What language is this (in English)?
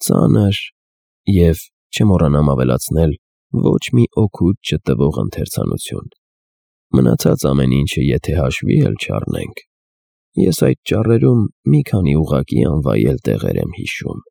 Armenian